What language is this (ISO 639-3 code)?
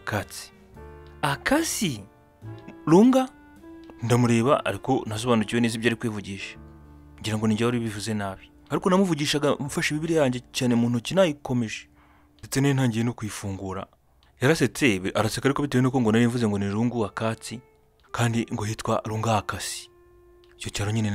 kin